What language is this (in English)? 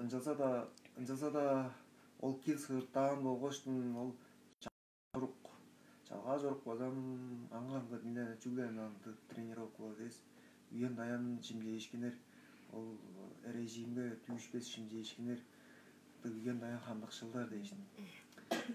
Tuvinian